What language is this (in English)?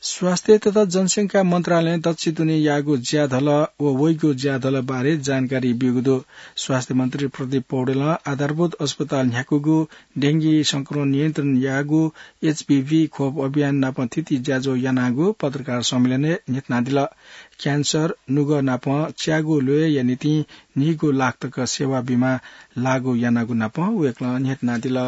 Newari